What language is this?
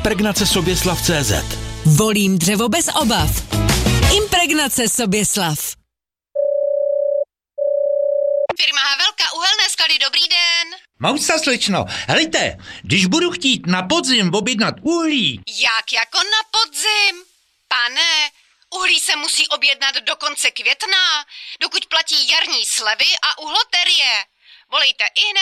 Czech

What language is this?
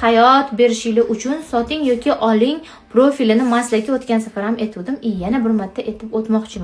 Uzbek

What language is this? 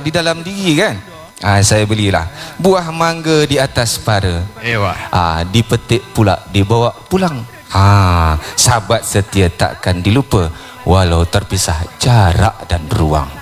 Malay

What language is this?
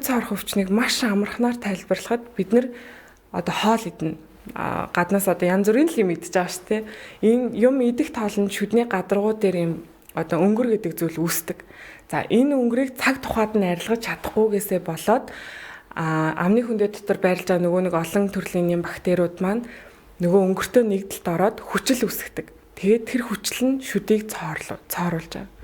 Mongolian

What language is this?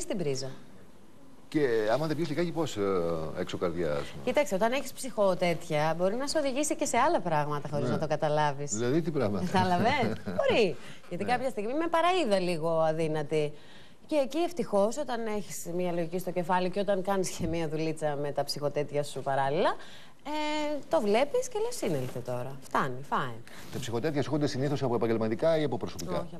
Greek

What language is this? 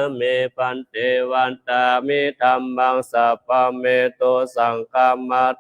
Pali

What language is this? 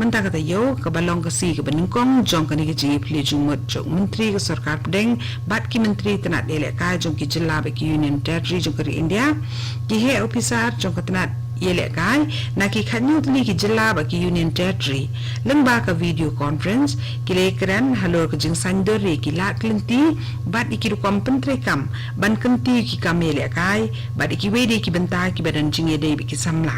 Khasi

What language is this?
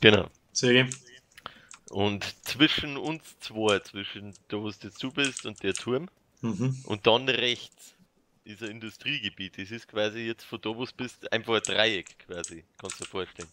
Bavarian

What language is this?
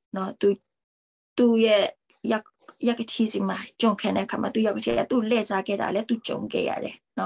Burmese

